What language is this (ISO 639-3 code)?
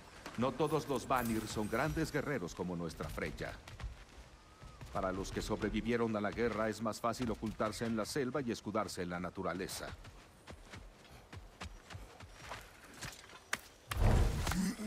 spa